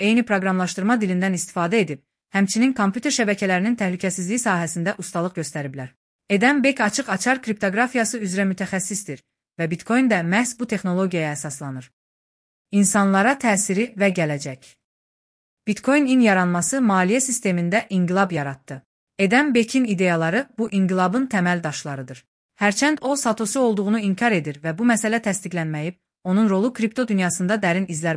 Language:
Azerbaijani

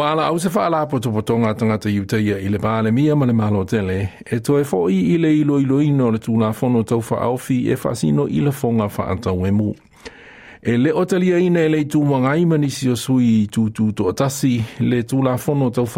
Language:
Samoan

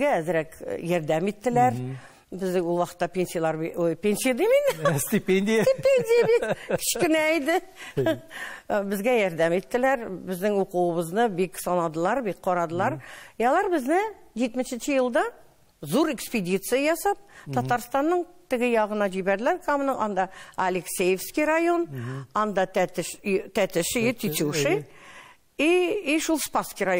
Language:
Tatar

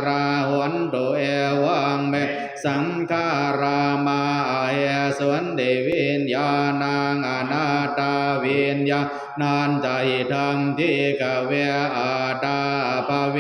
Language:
Pali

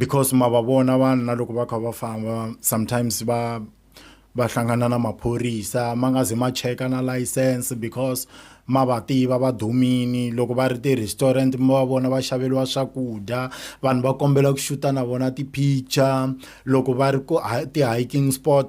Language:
Tsonga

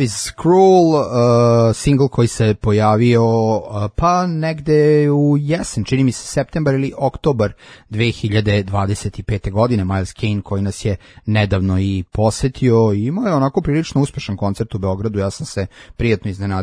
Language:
Serbian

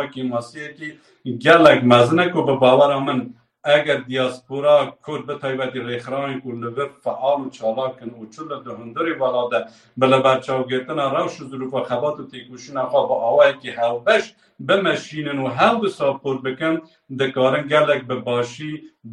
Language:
Kurdish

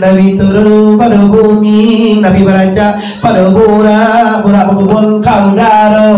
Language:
Minangkabau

